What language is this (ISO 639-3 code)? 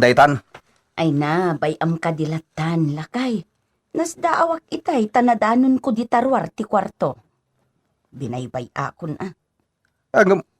ilo